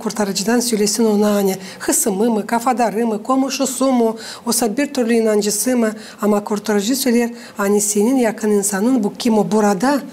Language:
Gagauz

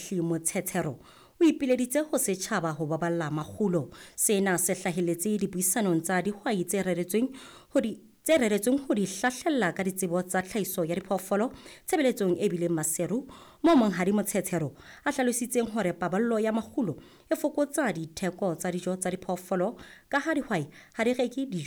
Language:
Southern Sotho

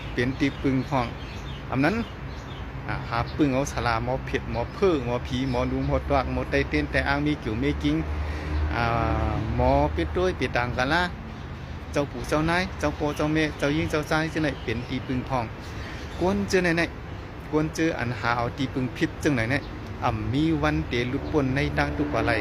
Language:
Shan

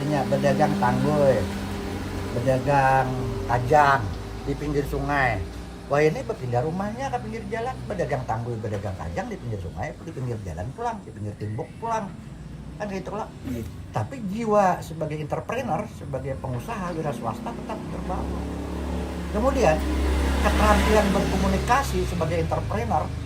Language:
Banjar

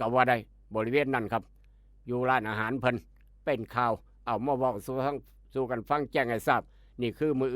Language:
Northeastern Thai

